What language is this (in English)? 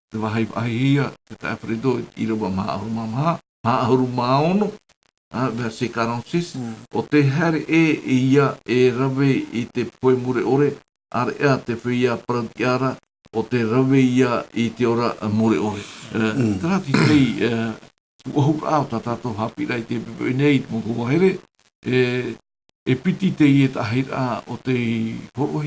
Tahitian